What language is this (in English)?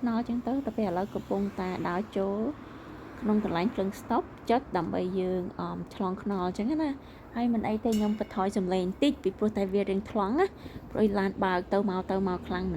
Khmer